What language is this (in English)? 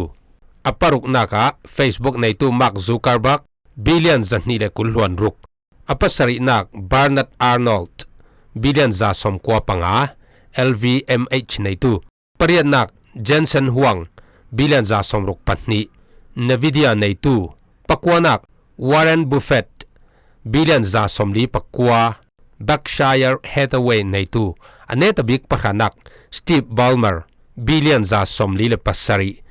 Falam Chin